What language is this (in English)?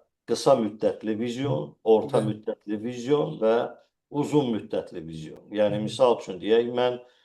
Azerbaijani